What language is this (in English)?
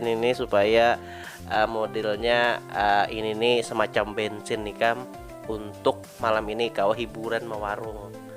Banjar